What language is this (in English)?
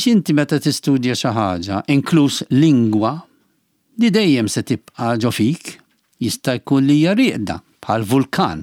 Maltese